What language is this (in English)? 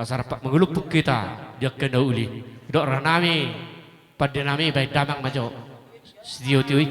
Batak Toba